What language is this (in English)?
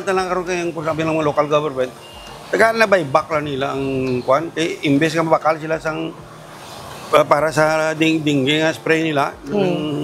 Hiligaynon